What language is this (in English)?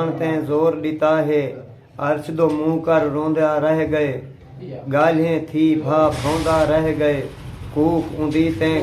Saraiki